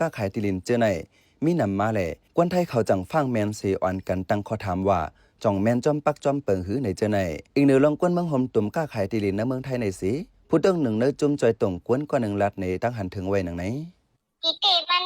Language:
Shan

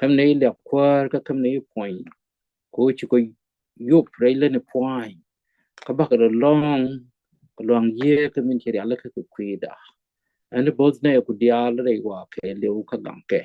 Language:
Nuer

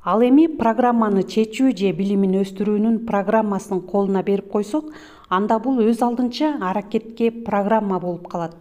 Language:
Kyrgyz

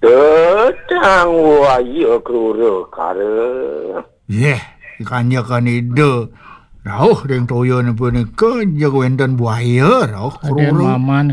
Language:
Balinese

